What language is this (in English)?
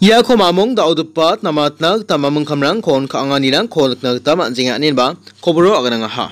Garo